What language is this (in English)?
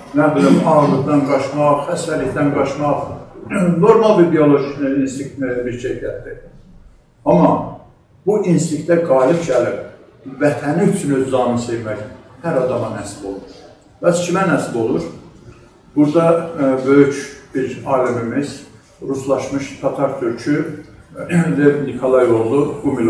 South Azerbaijani